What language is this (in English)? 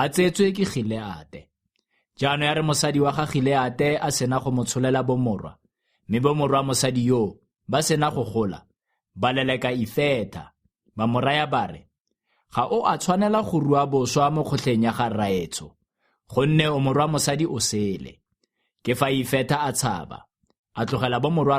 Tswana